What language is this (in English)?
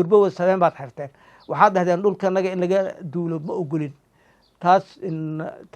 Somali